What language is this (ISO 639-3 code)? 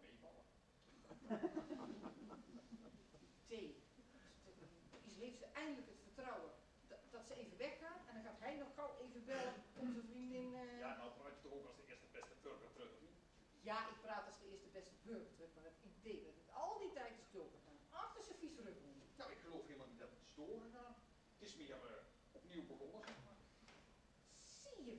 nld